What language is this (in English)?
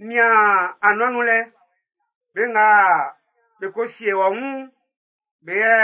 Baoulé